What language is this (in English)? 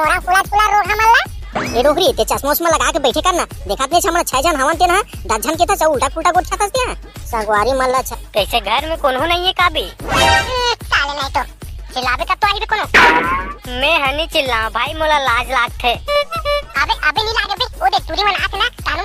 Chhattisgarhi